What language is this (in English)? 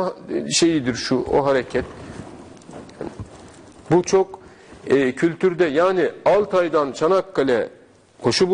Turkish